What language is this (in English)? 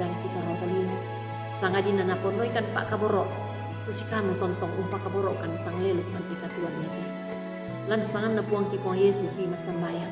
Toraja-Sa'dan